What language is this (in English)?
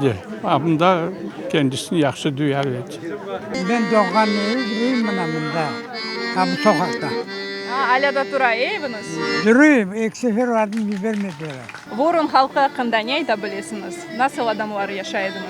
Crimean Tatar